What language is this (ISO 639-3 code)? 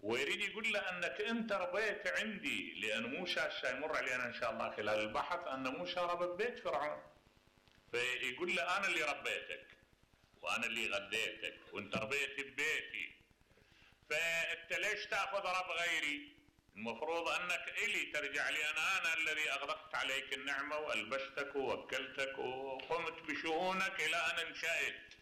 acm